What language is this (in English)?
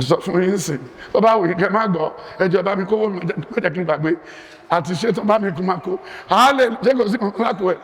Yoruba